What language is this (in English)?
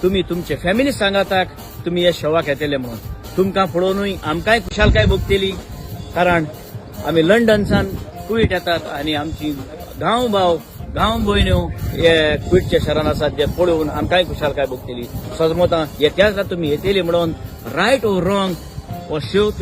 Konkani